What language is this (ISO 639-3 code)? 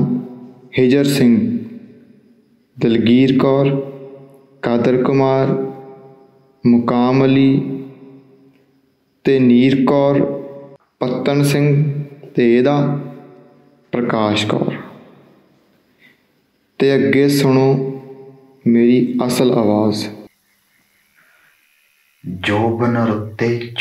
pan